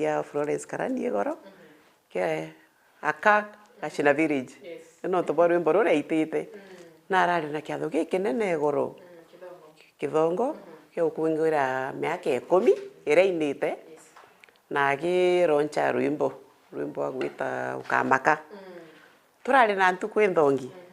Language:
Meru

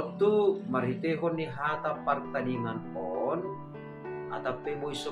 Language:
Batak Simalungun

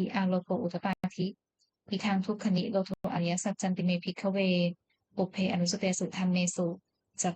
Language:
Pali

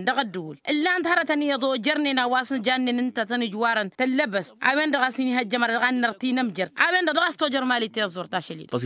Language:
Tamasheq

